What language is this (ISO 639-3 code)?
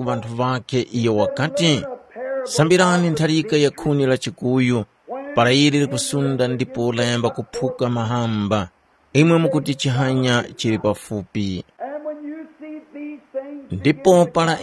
tum